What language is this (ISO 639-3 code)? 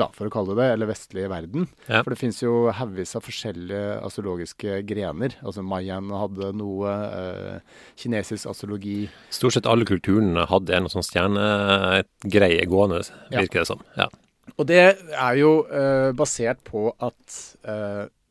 nor